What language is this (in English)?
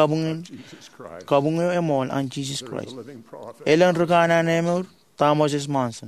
Marshallese